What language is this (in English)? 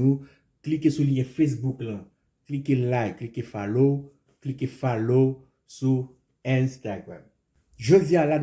Haitian Creole